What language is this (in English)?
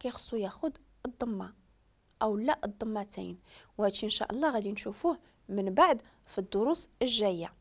Moroccan Arabic